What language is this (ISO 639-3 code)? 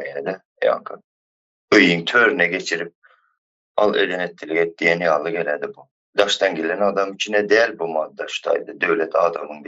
tuk